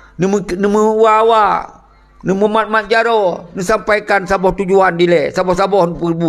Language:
Achinese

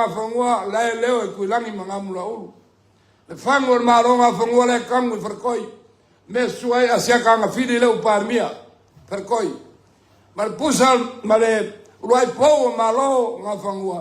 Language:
Samoan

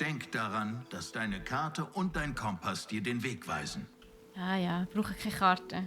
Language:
Swiss German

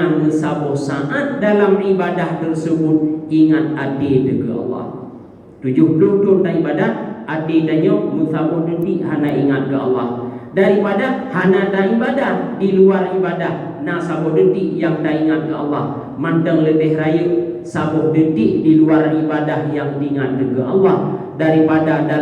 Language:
Achinese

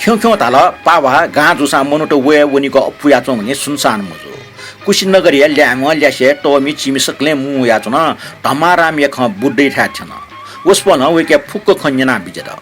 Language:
Newari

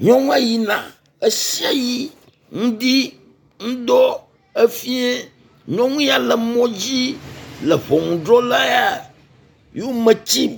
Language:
Ewe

